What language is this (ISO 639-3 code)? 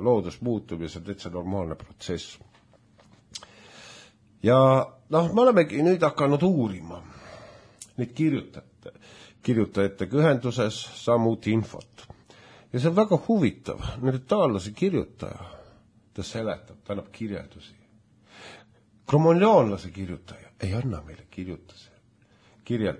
est